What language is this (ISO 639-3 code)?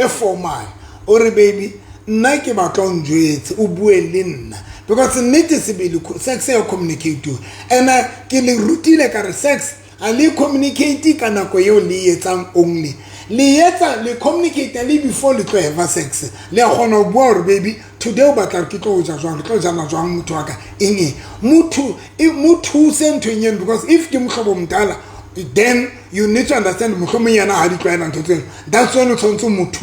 sot